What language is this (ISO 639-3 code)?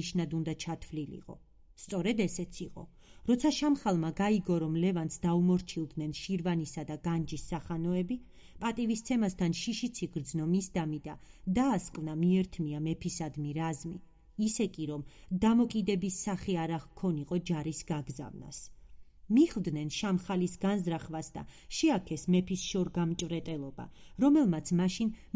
kat